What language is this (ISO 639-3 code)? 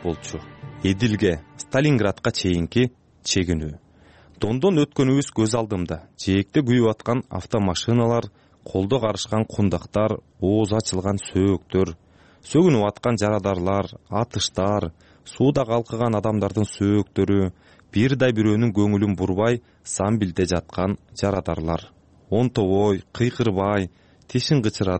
kir